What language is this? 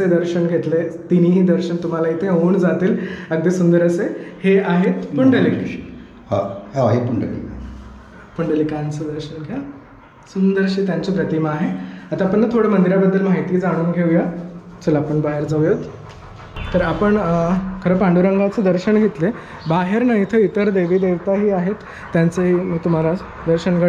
Marathi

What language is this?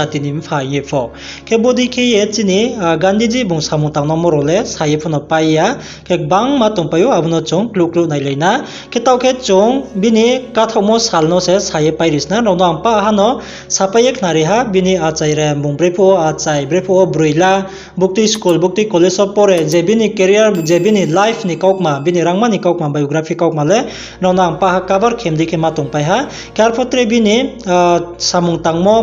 Riang (India)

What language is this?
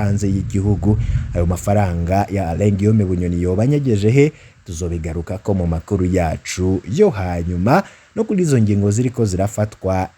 Rundi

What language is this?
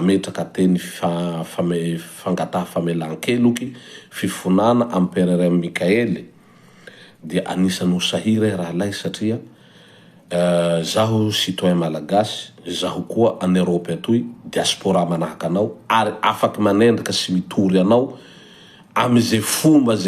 Malagasy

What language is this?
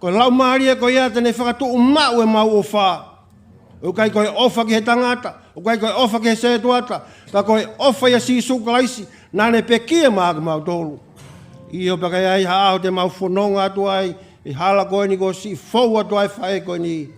Tongan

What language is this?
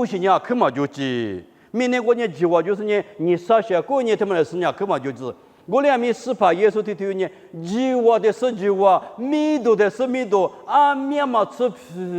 Lisu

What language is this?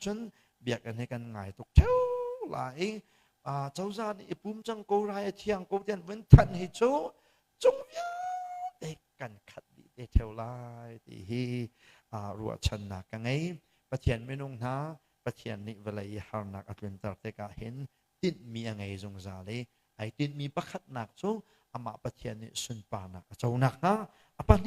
Hakha Chin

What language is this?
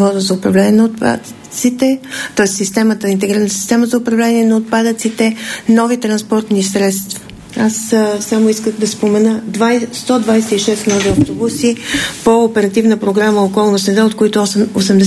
Bulgarian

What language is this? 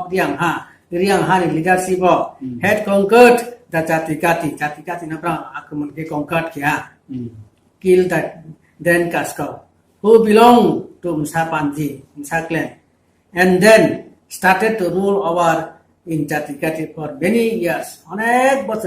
Riang (India)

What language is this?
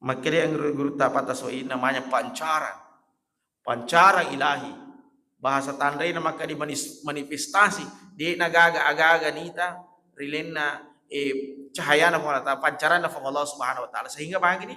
Buginese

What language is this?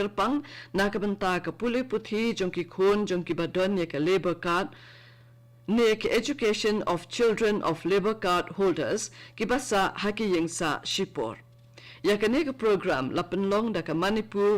Khasi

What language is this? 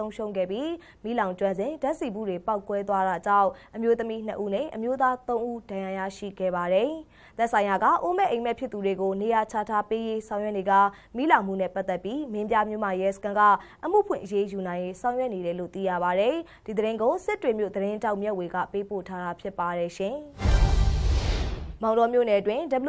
Burmese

